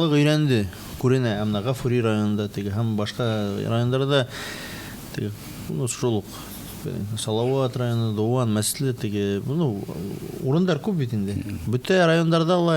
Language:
Bashkir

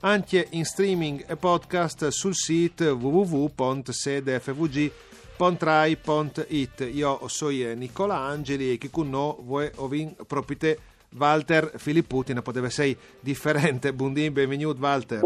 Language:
Friulian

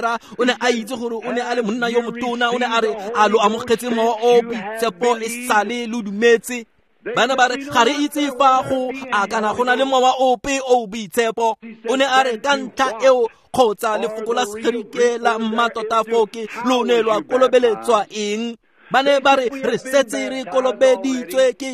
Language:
Tswana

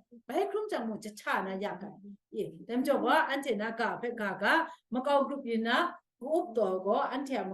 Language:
Kachin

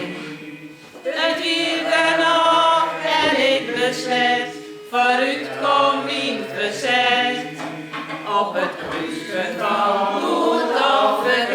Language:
Western Frisian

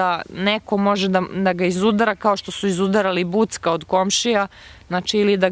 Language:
Serbian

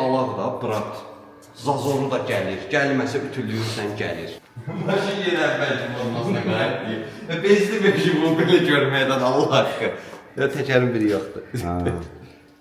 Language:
Azerbaijani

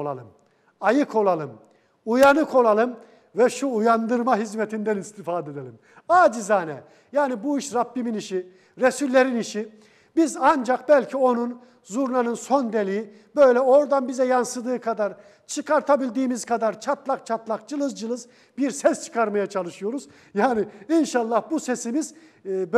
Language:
Turkish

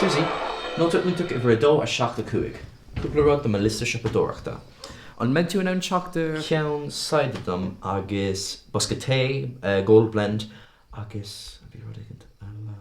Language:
Irish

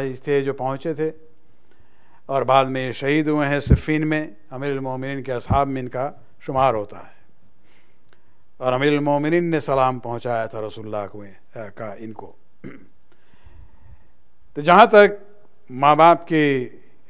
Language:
Urdu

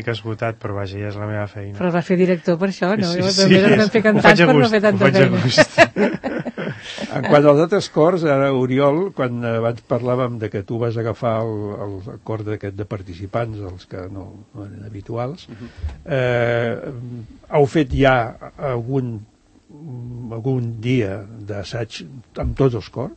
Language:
Catalan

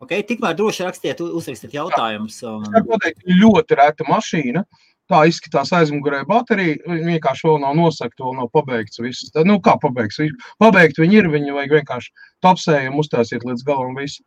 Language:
Latvian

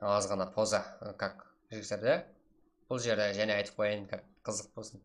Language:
Kara-Kalpak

